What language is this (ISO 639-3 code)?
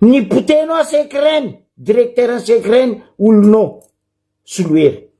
mlg